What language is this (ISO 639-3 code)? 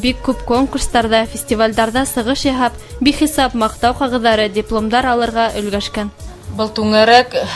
bak